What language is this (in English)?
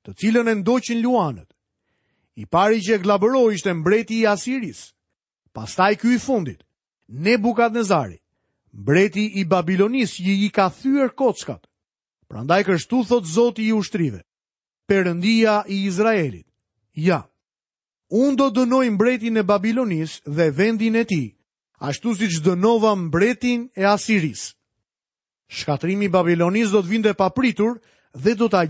Albanian